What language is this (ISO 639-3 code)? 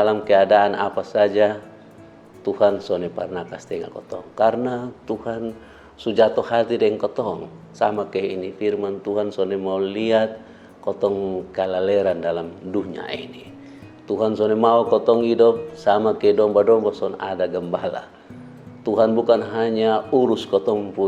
mkn